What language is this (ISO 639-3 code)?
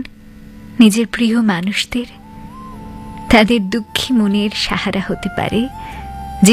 ben